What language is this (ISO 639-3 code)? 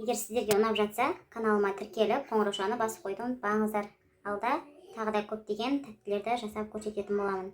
kaz